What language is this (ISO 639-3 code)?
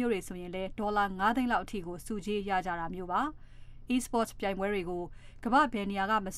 mya